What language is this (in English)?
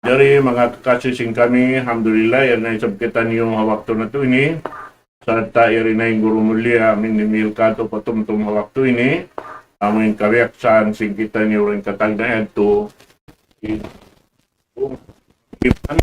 Tausug